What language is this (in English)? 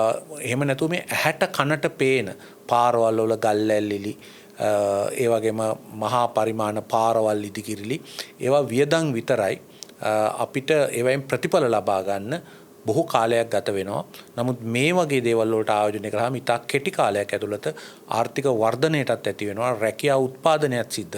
Sinhala